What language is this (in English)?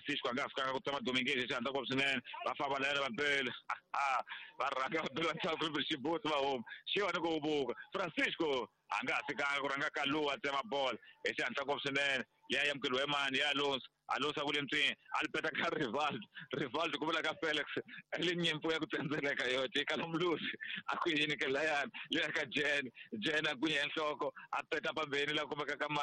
Tsonga